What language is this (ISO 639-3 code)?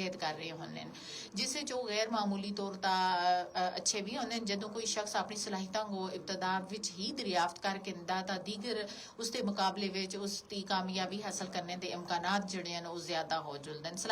gju